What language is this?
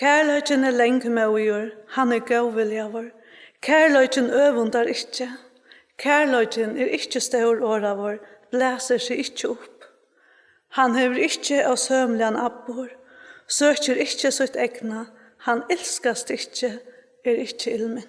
Faroese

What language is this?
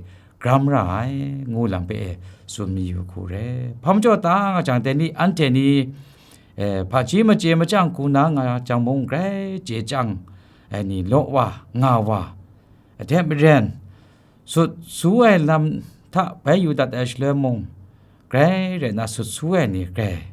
Kachin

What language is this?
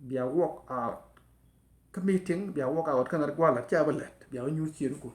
Nuer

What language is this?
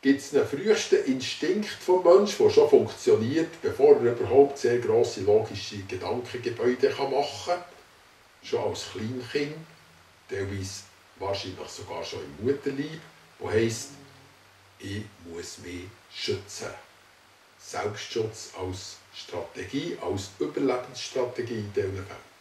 Swiss German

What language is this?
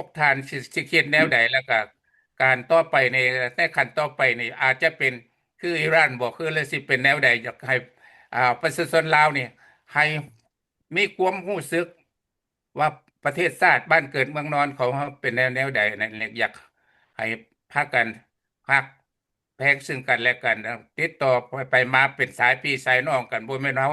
Lao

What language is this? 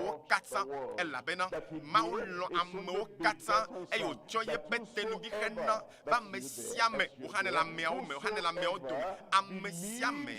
Ewe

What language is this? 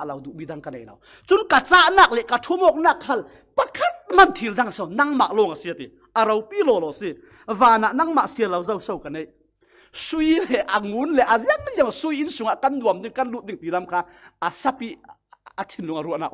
Falam Chin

